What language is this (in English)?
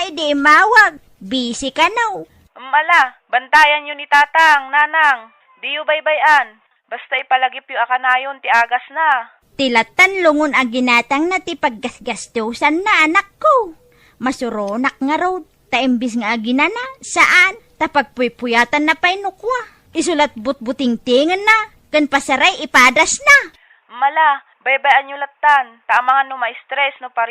Iloko